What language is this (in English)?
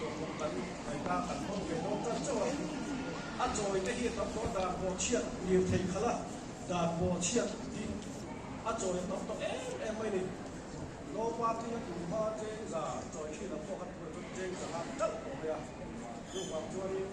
Mizo